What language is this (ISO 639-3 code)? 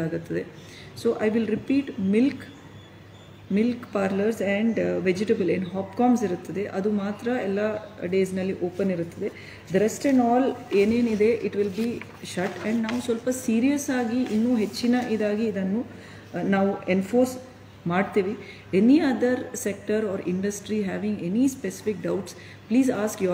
kan